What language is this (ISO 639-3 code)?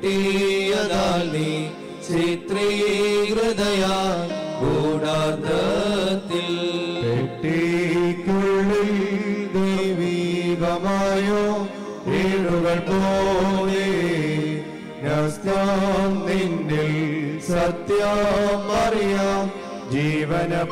mal